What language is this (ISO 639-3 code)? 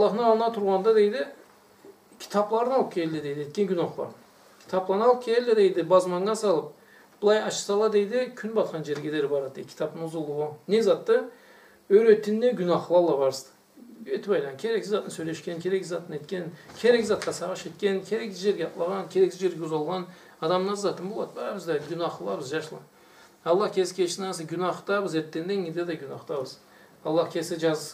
krc